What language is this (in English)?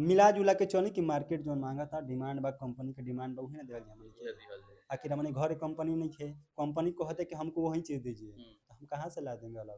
Bhojpuri